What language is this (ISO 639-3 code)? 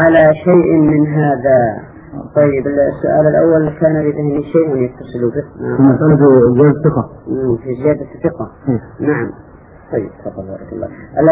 ara